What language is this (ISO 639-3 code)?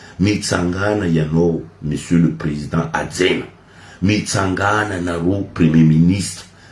mlg